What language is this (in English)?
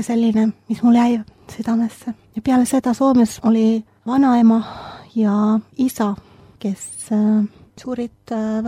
Estonian